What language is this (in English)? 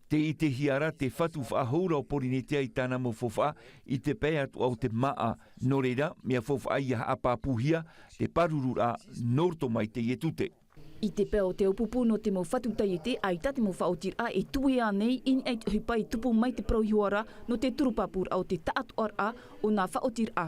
Tahitian